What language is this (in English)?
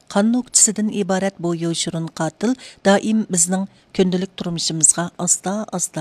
Uyghur